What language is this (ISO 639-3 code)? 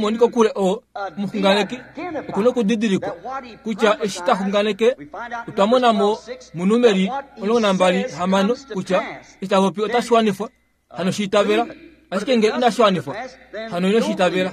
kua